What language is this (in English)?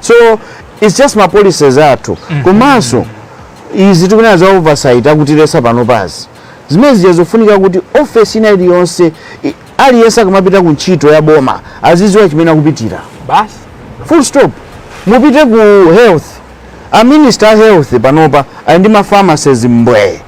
Nyanja